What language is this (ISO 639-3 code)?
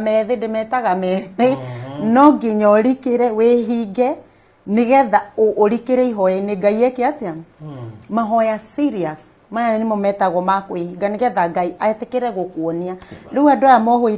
kik